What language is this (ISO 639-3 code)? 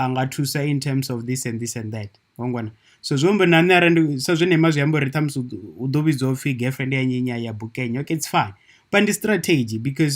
ven